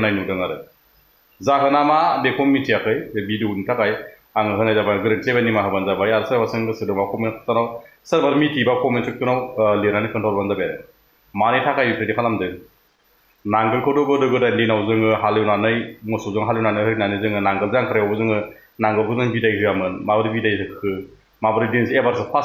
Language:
Bodo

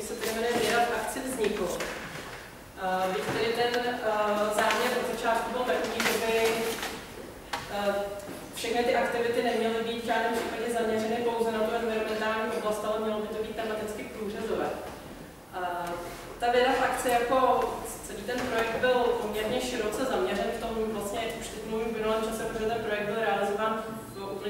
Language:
Czech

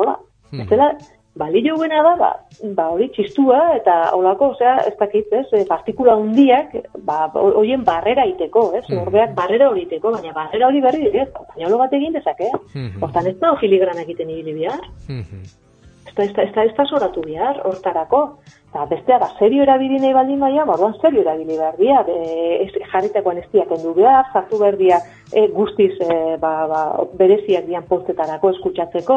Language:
Basque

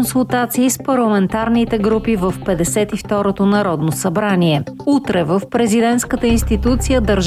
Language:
Bulgarian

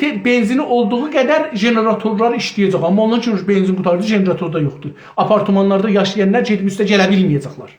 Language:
South Azerbaijani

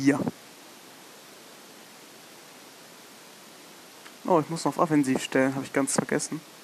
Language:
German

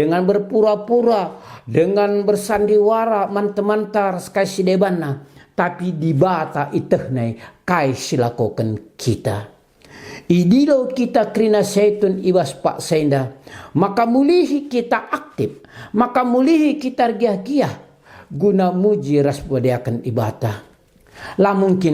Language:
Batak Karo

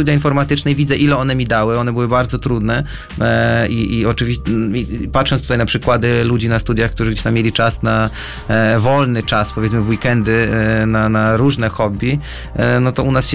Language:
Polish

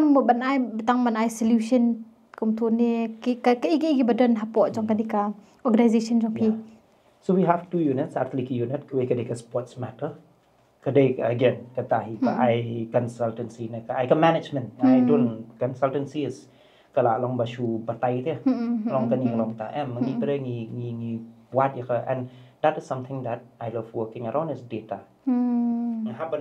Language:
Khasi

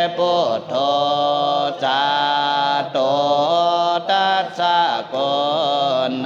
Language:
Pali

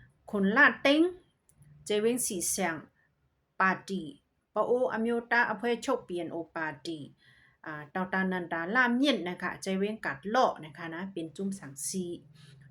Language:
Shan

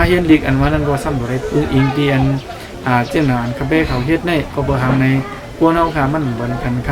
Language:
Shan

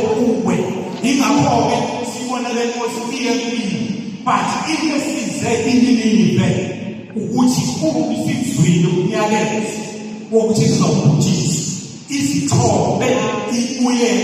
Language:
Zulu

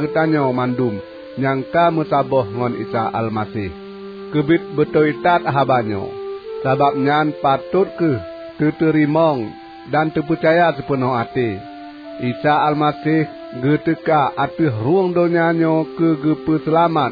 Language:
Achinese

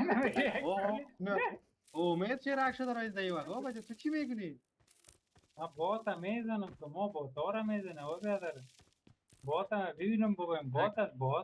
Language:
Persian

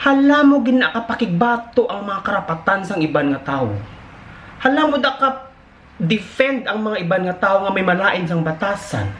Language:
Hiligaynon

